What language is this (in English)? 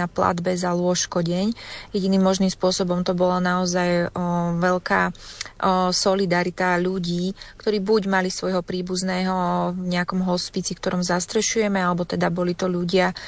Slovak